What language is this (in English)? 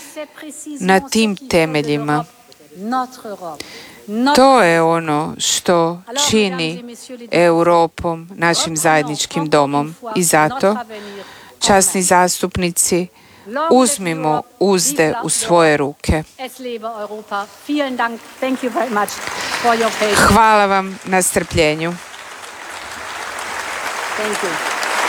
Croatian